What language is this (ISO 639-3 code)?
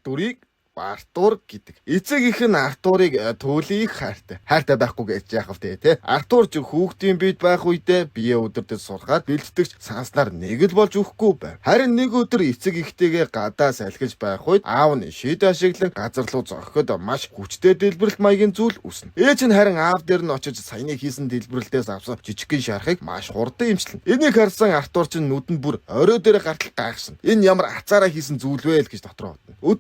mon